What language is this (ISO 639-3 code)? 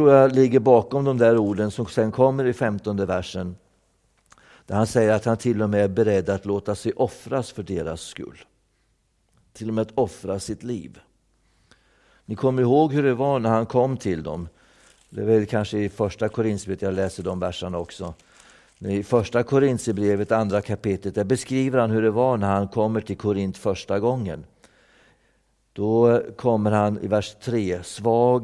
swe